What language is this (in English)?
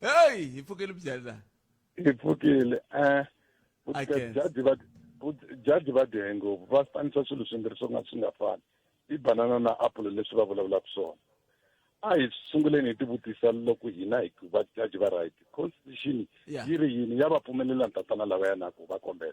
Tsonga